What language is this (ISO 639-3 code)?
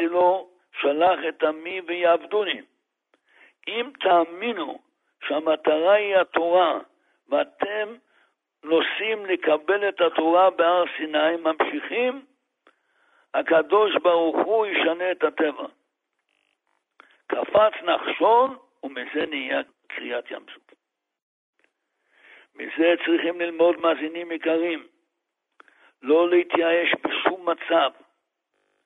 heb